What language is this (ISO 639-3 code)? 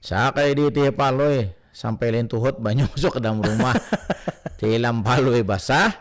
bjn